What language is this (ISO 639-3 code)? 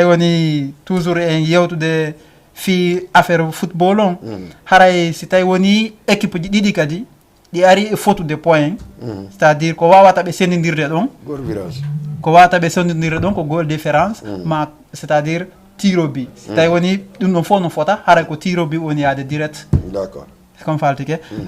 ful